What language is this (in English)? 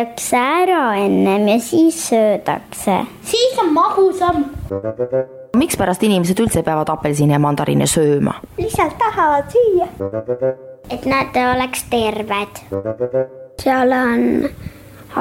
Estonian